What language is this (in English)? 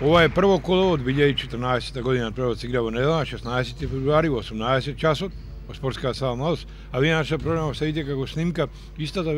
Macedonian